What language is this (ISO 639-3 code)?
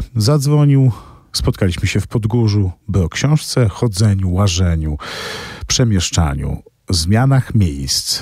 pol